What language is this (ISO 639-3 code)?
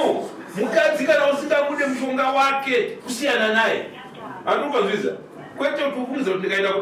sna